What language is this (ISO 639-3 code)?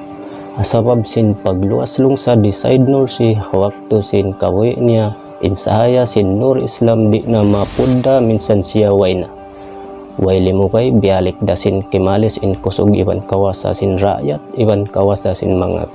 tsg